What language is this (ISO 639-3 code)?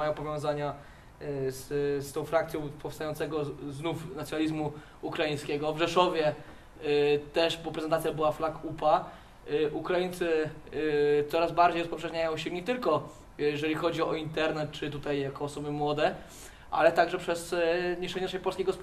pol